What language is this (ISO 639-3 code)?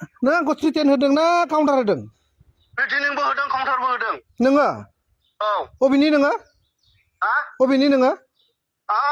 brx